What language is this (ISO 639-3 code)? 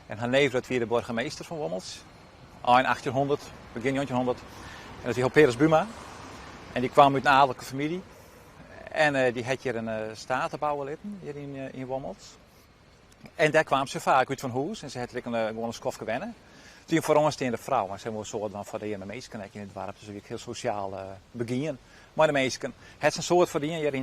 fry